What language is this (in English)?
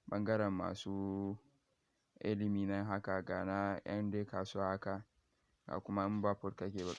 Hausa